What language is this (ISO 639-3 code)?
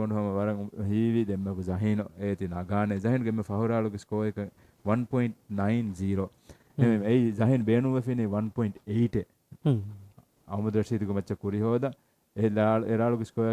div